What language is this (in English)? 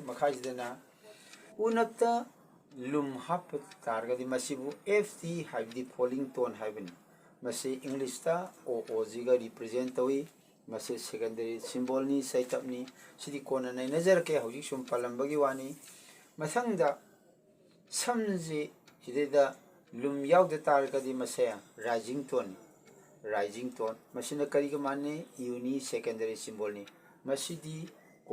Manipuri